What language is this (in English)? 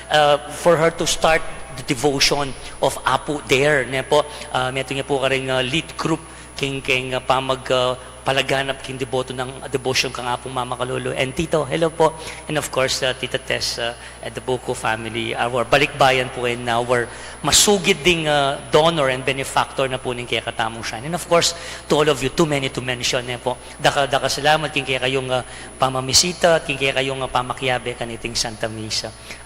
Pampanga